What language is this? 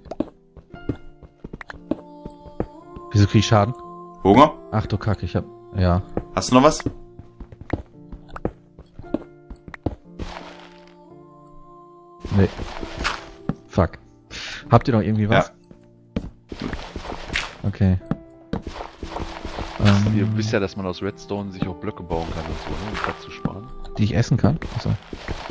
German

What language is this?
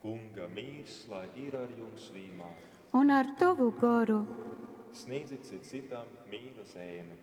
Latgalian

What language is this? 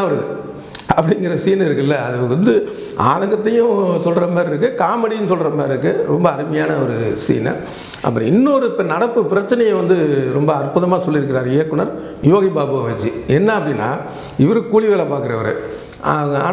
Tamil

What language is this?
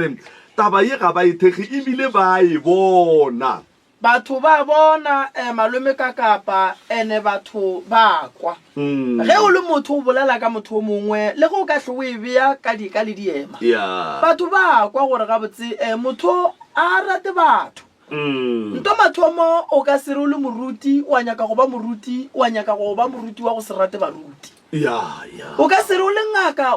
Northern Sotho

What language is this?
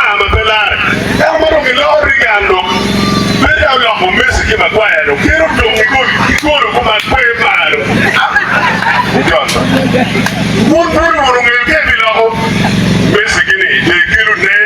Acoli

